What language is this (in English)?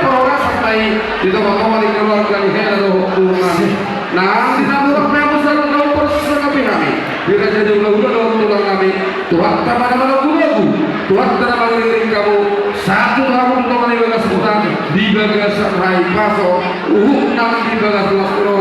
Batak Toba